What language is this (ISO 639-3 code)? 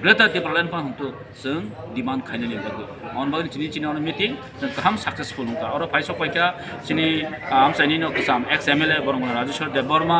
trp